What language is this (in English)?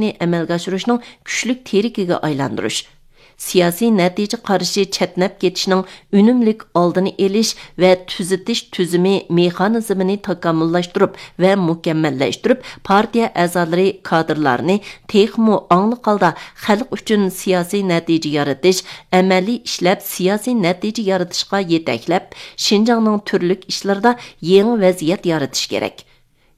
Uyghur